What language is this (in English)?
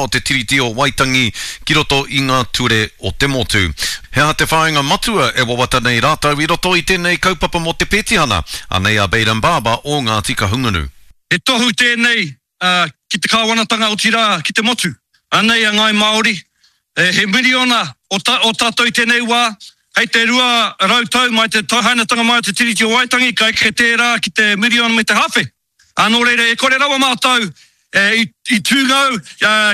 Māori